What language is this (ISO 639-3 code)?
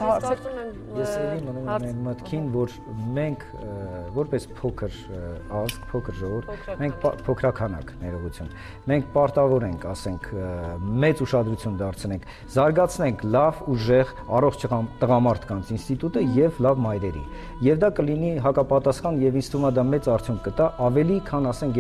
hye